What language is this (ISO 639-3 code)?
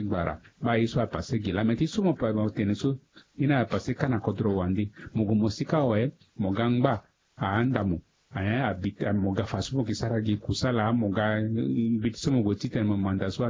sag